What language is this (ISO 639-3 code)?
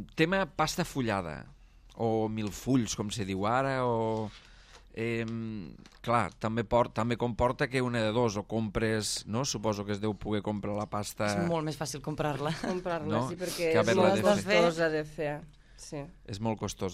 cat